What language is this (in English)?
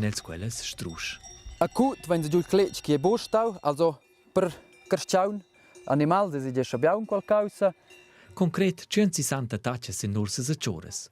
Romansh